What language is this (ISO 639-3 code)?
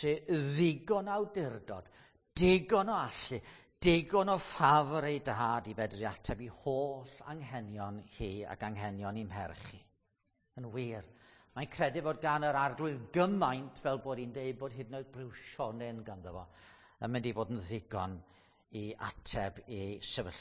cym